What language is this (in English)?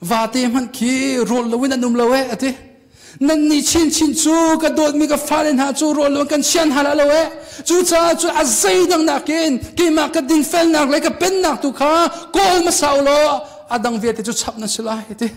Hakha Chin